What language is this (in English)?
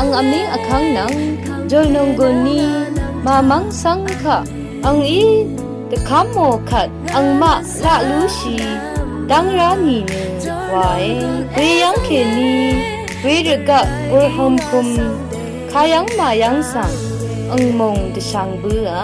Rawang